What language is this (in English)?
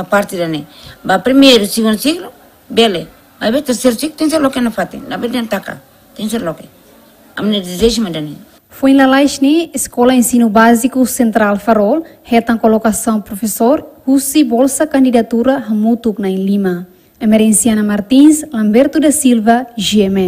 Tetum